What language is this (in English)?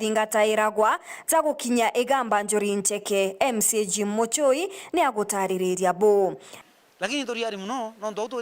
Meru